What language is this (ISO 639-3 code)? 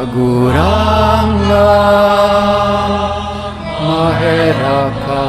bik